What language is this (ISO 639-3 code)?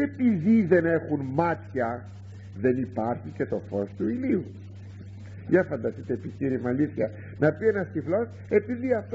ell